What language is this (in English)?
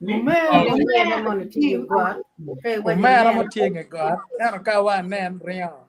Acoli